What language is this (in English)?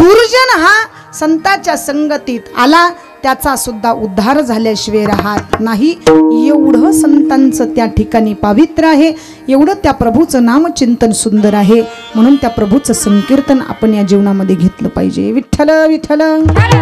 Marathi